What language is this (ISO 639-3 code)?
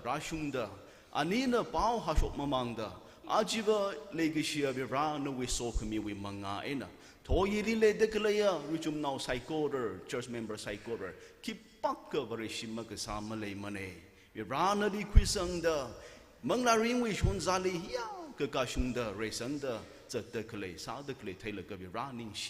nmf